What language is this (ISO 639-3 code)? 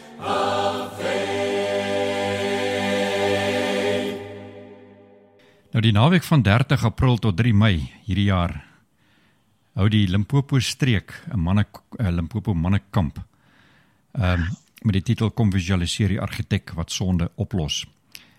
afr